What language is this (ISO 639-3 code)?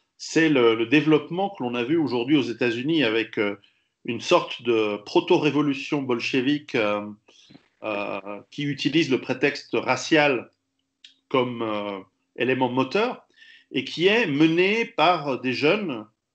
fra